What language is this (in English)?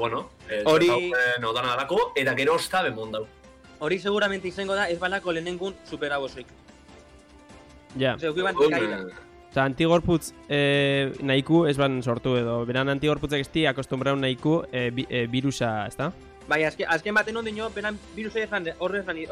Basque